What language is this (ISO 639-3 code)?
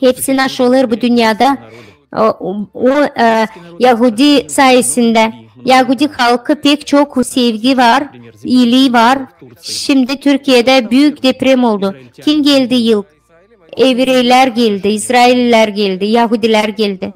gag